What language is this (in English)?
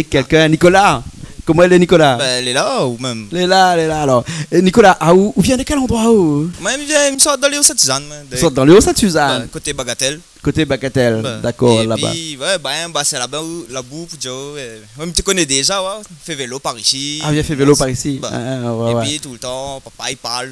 Réunion Creole French